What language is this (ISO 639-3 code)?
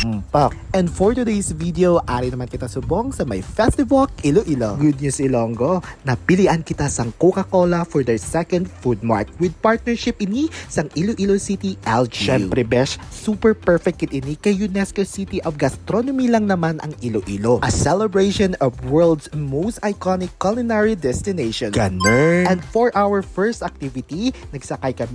hil